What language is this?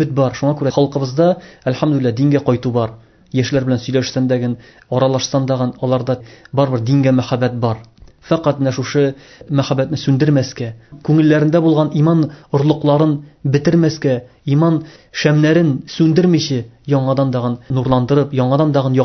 Tatar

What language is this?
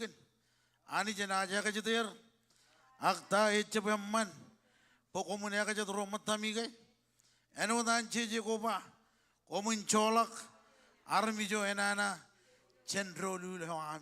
Marshallese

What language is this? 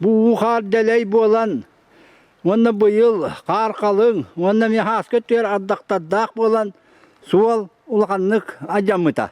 Yakut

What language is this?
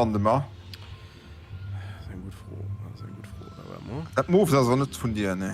Luxembourgish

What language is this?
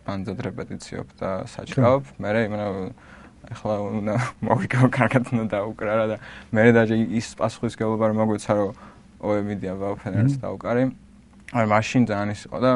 Georgian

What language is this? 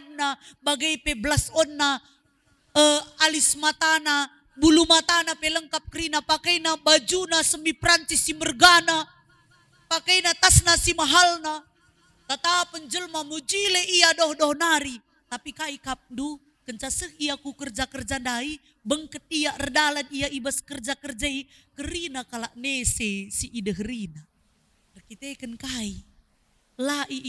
Batak Karo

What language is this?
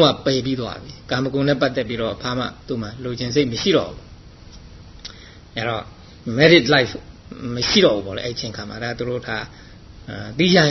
Burmese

